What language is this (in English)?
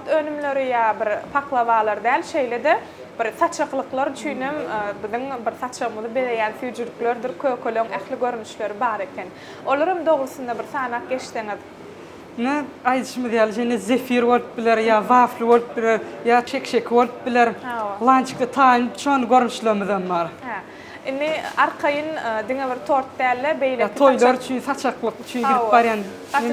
Turkmen